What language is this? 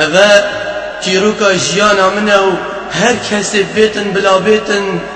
Kurdish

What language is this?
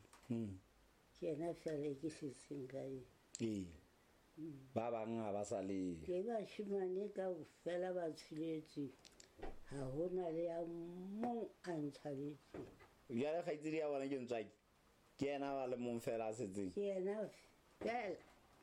Southern Sotho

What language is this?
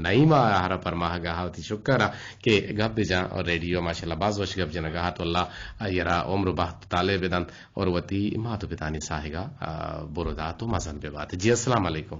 Eastern Balochi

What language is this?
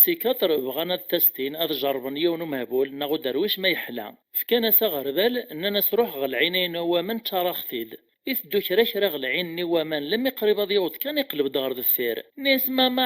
Kabyle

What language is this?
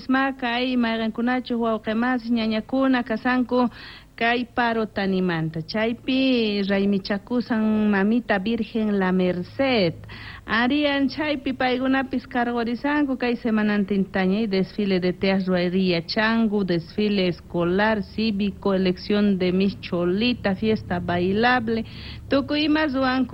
South Bolivian Quechua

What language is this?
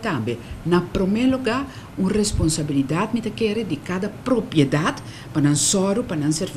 Papiamento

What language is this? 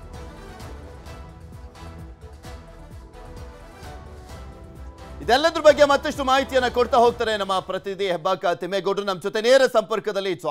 Kannada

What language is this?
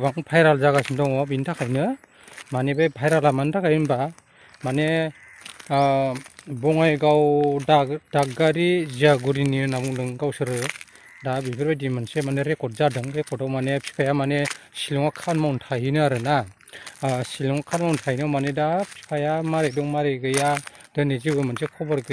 Bodo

